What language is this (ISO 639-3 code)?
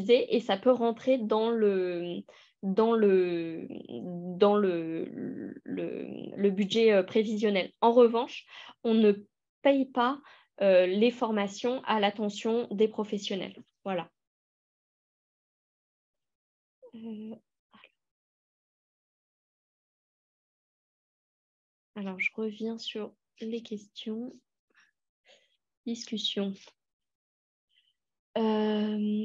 fra